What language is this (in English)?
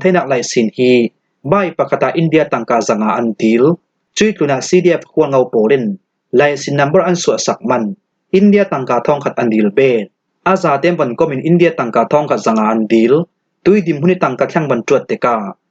Falam Chin